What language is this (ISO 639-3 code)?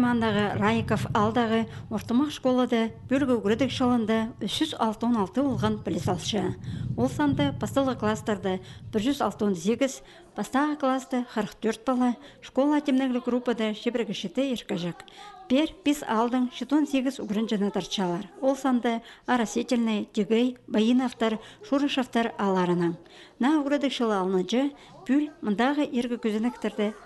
kjh